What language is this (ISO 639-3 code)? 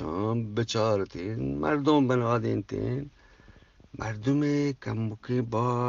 bgp